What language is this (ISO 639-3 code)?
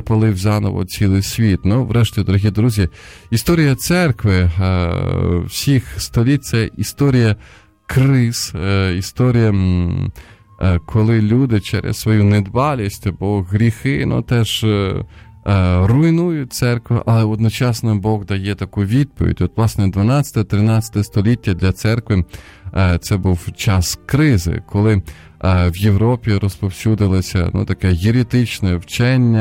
ukr